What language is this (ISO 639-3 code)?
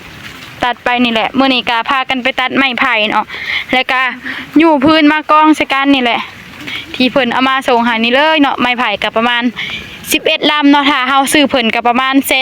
tts